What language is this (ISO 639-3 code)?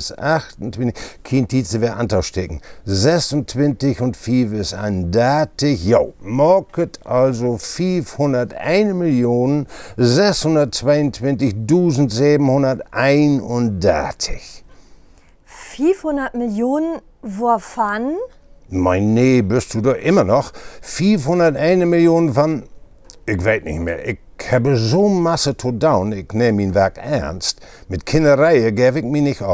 nds